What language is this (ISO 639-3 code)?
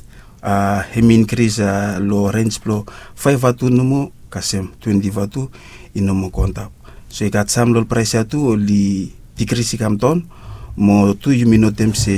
bis